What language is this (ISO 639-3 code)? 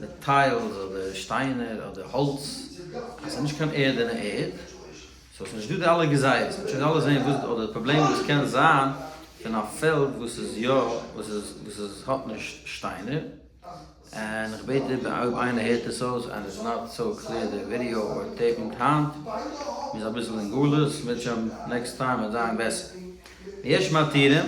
yid